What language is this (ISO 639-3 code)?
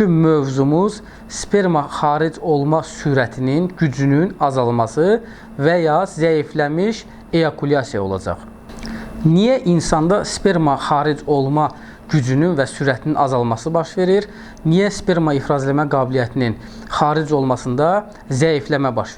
aze